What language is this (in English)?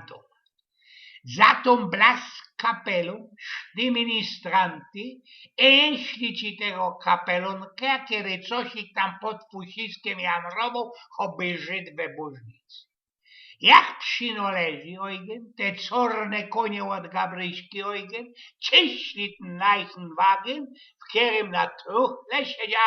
Silesian